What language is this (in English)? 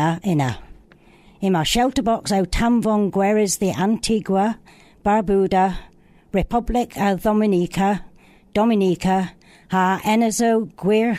Cornish